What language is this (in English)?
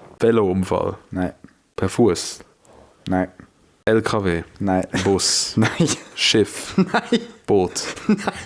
Swiss German